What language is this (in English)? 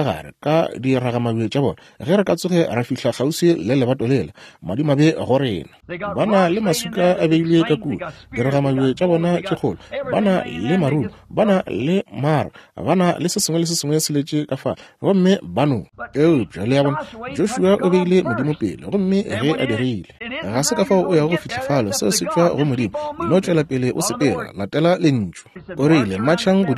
Northern Sotho